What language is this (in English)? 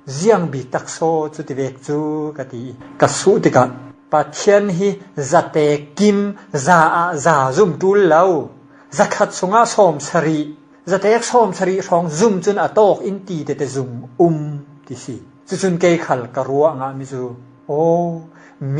Falam Chin